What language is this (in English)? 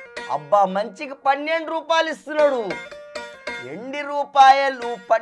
Telugu